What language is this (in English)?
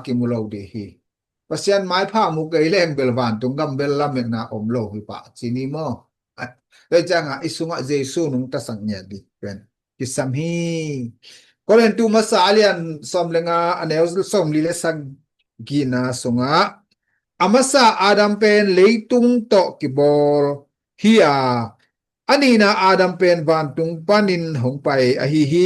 Tedim Chin